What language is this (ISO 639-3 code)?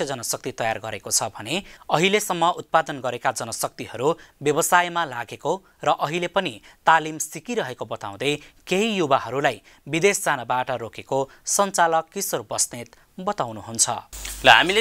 nep